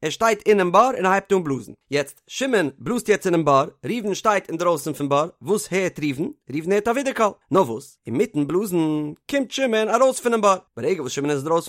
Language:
Yiddish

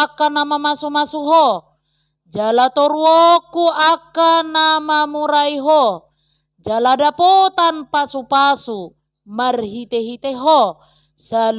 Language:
Batak Toba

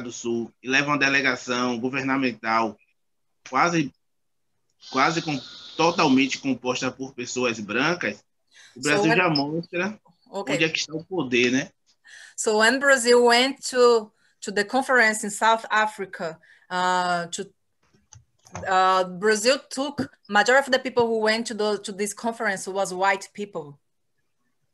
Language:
Portuguese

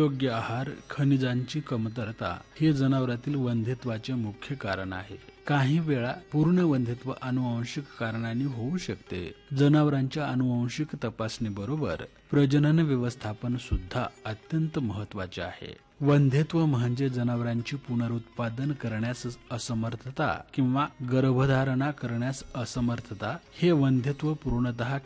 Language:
Marathi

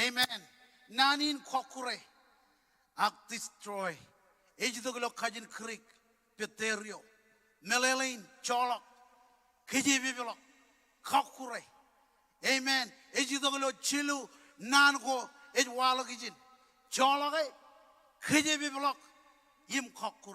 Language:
Marshallese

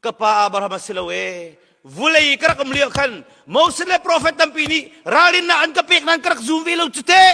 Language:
Hakha Chin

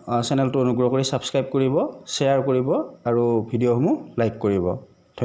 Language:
Assamese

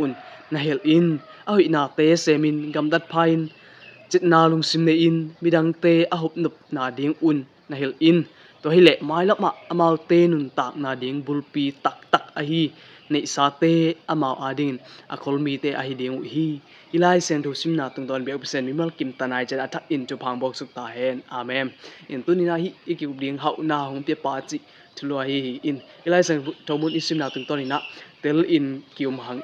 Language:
Tedim Chin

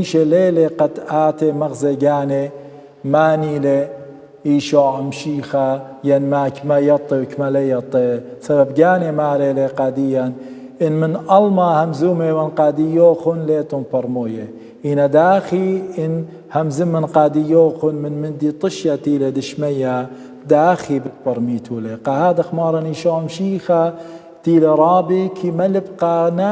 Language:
Assyrian Neo-Aramaic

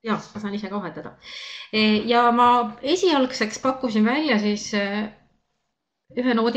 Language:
Estonian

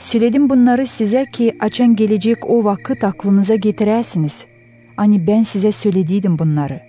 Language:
Gagauz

